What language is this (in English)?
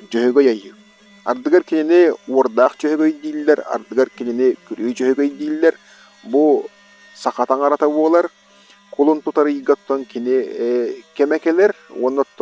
Yakut